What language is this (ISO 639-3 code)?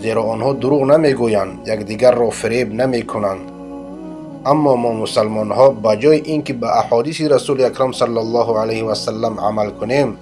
fas